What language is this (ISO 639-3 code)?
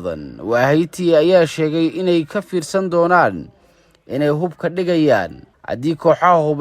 som